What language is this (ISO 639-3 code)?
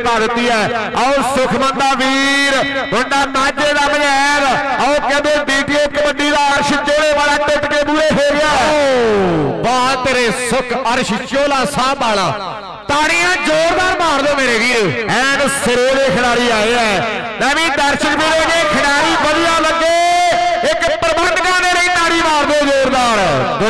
pan